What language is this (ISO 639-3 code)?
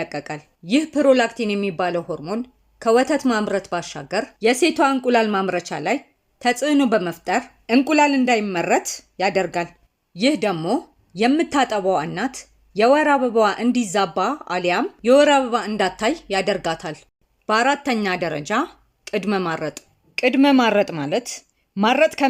amh